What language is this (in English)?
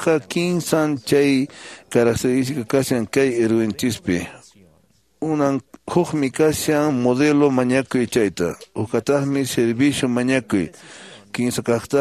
Quechua